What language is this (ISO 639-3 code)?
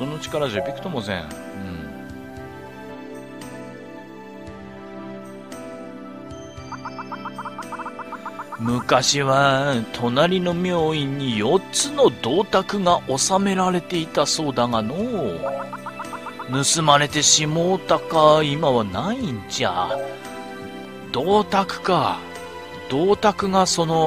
jpn